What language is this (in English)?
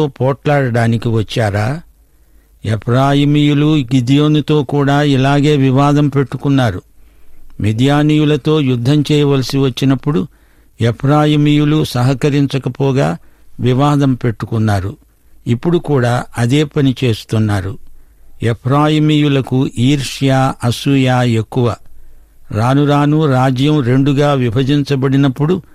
Telugu